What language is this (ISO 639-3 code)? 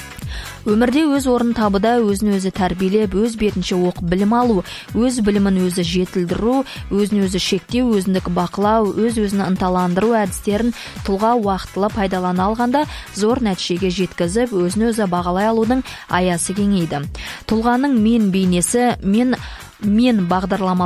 kaz